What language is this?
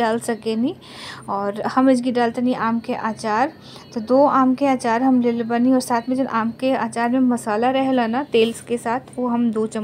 Bhojpuri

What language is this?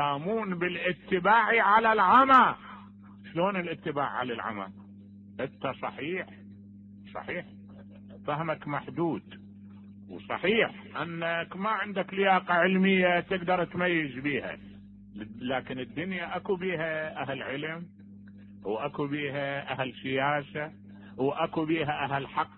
Mesopotamian Arabic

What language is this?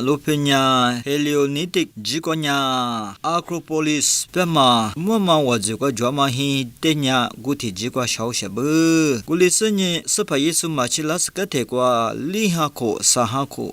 Lisu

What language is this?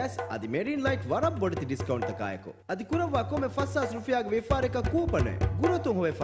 Divehi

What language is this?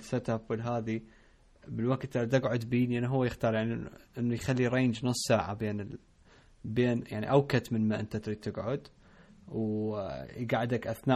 Mesopotamian Arabic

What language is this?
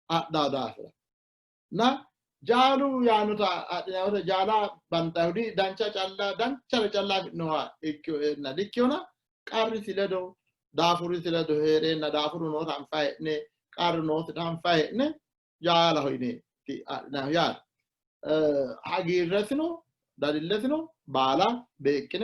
Sidamo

